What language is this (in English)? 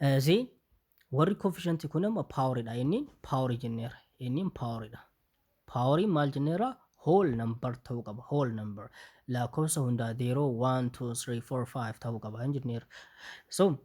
Oromo